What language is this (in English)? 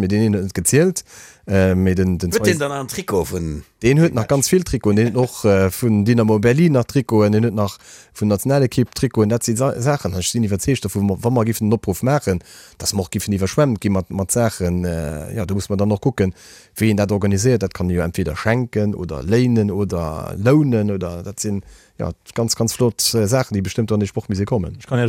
Luxembourgish